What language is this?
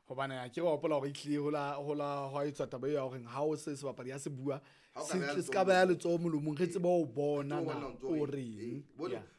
Southern Sotho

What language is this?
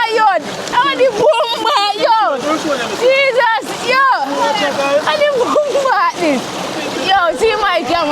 Jamaican Creole English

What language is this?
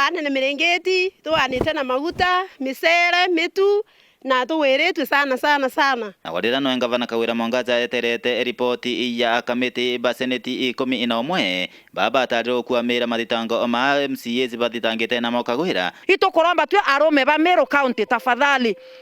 Meru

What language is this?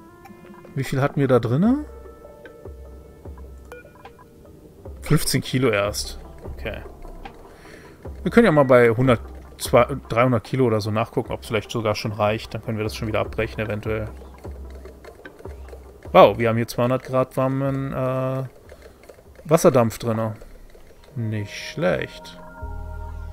German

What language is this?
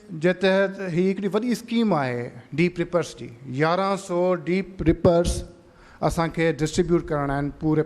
Sindhi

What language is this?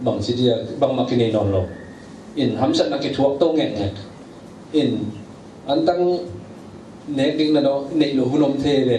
Tedim Chin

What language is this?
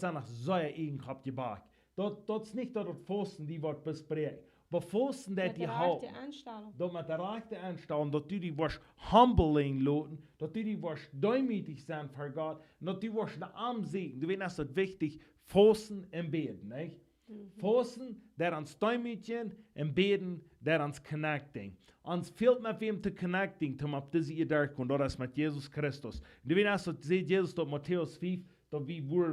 Plautdietsch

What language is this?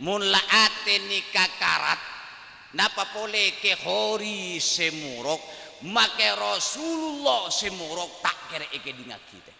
Madurese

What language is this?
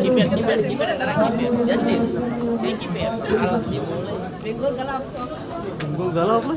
Ambonese Malay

